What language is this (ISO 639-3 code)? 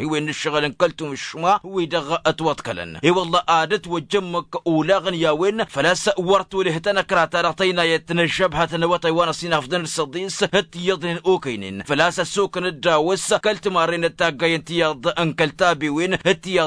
taq